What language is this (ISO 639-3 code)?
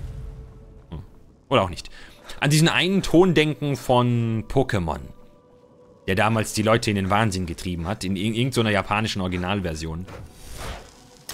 deu